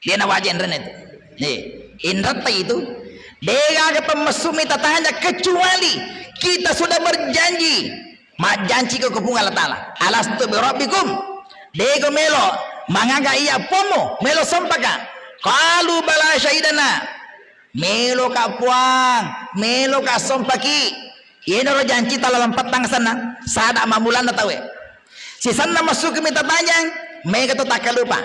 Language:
Buginese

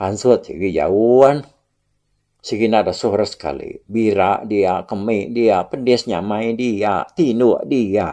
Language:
Iban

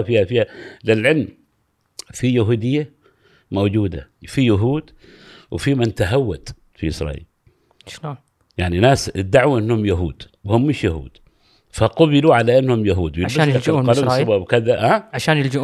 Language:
Gulf Arabic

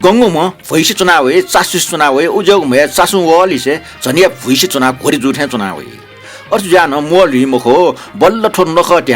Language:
Newari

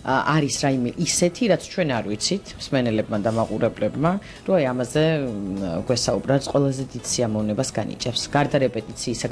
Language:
Georgian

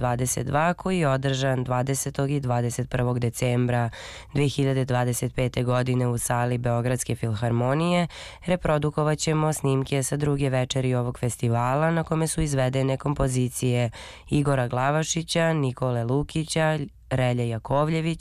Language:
Serbian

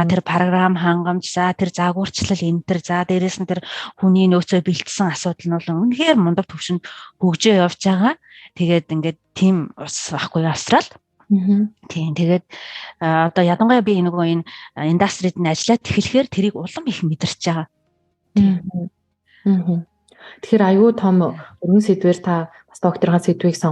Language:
Mongolian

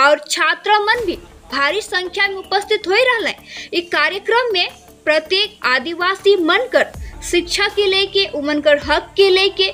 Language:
Sadri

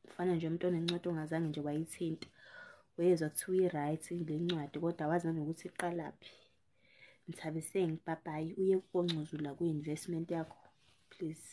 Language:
Zulu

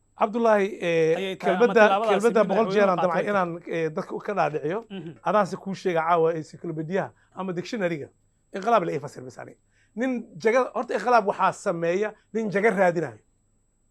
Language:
Somali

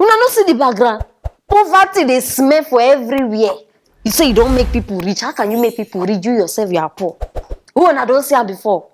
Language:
Nigerian Pidgin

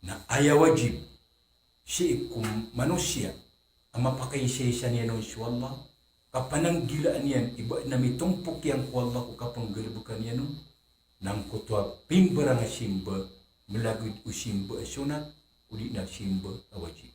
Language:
Maranao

